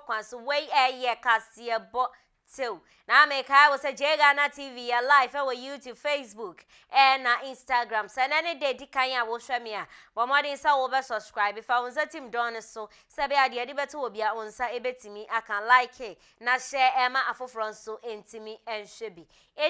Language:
Akan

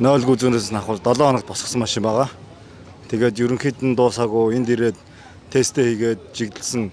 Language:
Mongolian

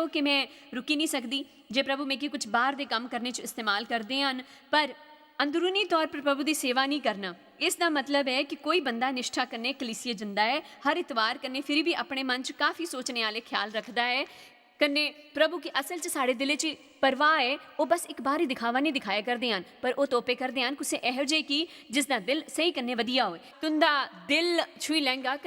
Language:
Dogri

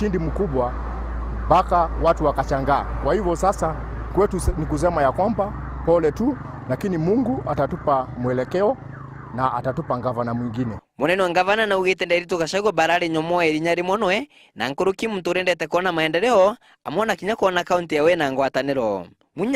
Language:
Meru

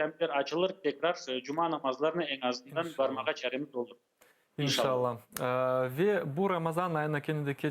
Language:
Crimean Tatar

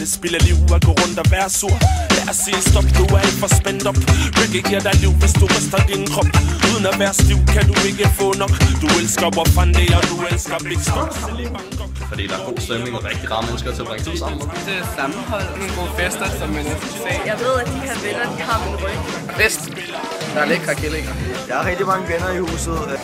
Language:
Danish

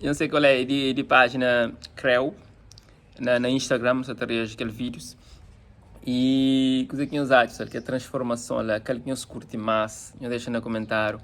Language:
Kabuverdianu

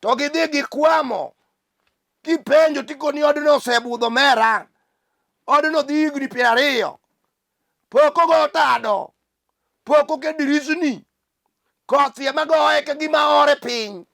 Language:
Luo (Kenya and Tanzania)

